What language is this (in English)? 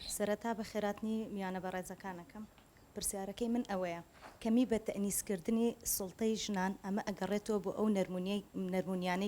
Central Kurdish